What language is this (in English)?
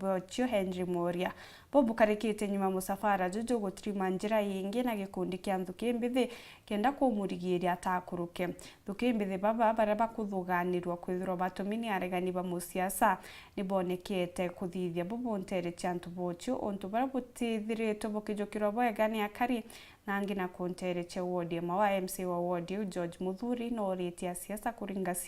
Meru